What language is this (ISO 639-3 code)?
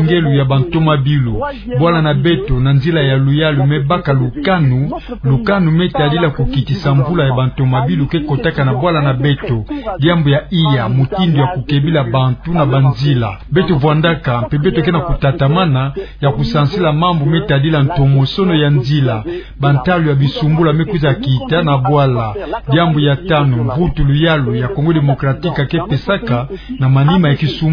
ktu